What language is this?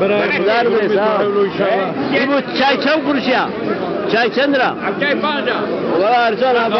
Zaza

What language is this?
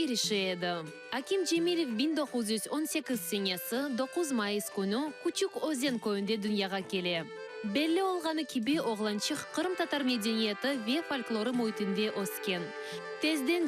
Crimean Tatar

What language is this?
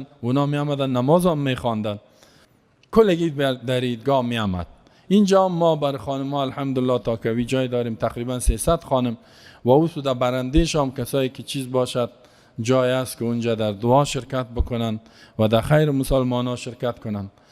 Persian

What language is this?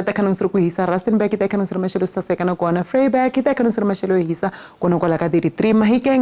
Tsonga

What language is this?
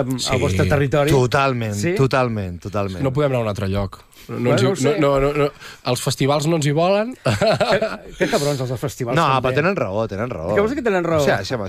Catalan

